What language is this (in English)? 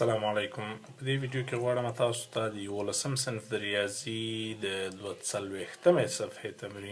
Pashto